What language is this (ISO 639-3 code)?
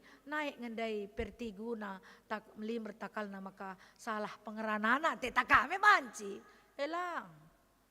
btx